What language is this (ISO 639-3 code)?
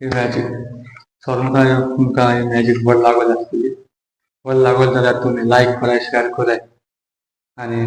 kok